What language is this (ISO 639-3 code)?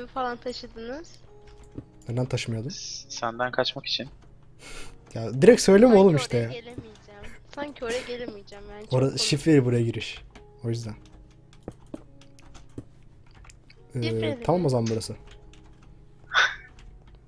tur